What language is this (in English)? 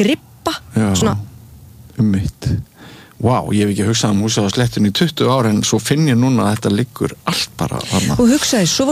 Icelandic